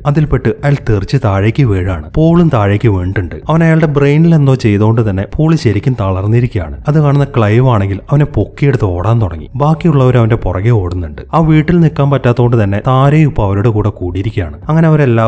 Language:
Malayalam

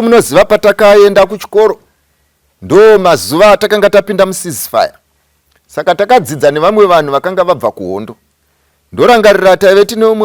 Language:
Shona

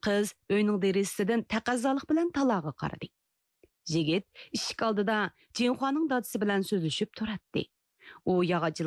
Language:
Uyghur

